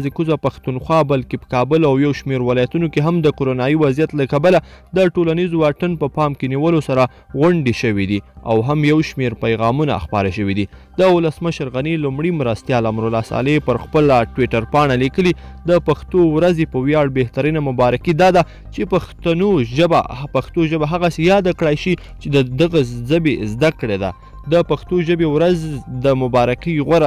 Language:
Pashto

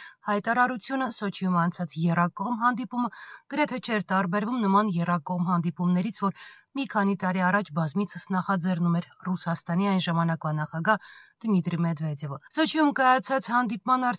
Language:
Armenian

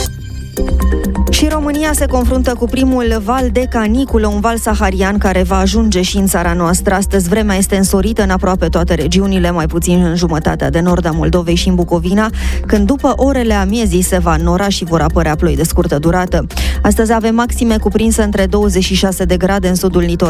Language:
Romanian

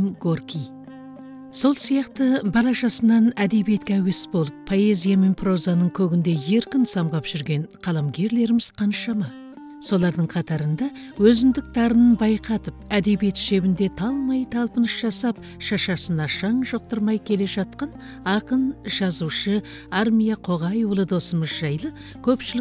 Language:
Kazakh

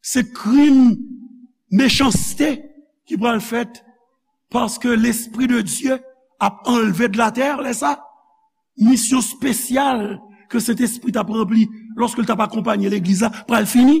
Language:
Haitian Creole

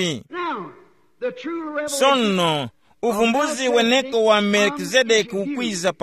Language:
Tumbuka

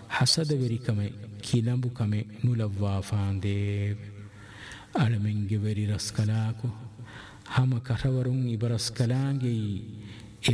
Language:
Divehi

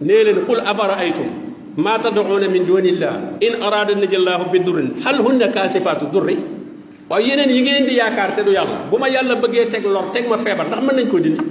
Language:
Wolof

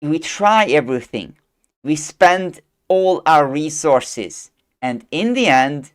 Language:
English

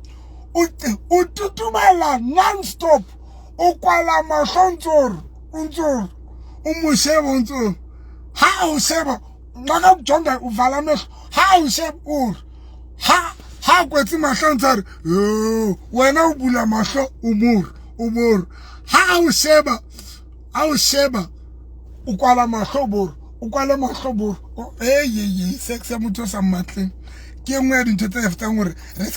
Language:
Southern Sotho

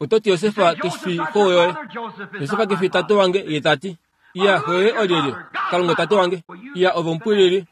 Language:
Kuanyama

